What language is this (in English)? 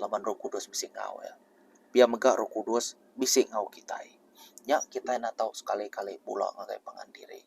Iban